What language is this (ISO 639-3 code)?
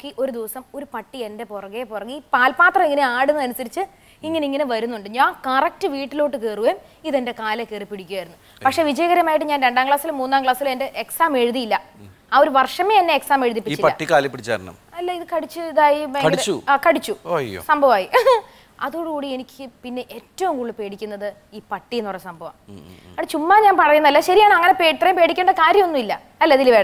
mal